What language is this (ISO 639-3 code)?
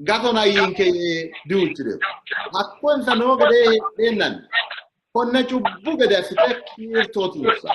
sid